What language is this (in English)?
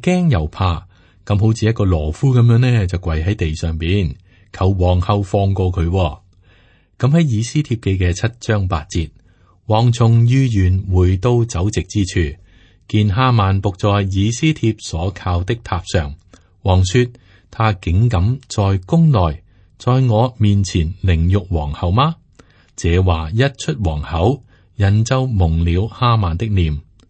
Cantonese